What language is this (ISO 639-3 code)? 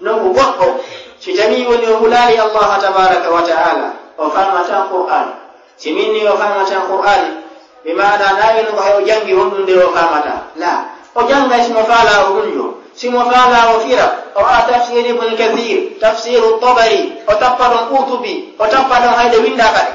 ful